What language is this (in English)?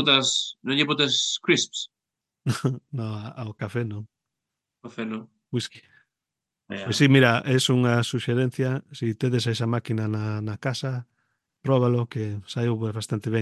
Galician